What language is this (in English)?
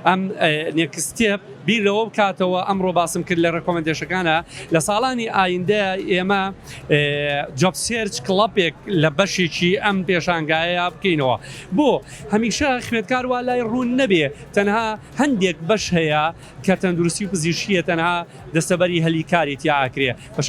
Central Kurdish